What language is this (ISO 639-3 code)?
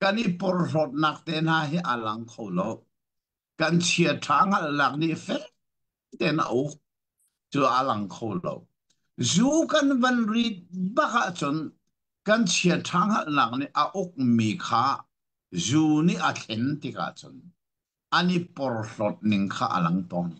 cnh